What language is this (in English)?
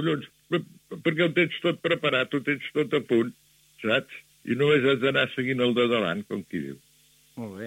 Catalan